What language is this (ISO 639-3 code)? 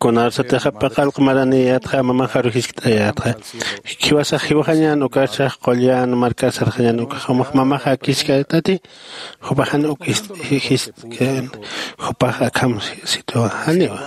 aym